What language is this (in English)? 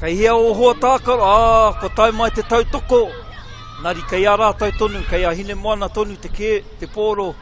Māori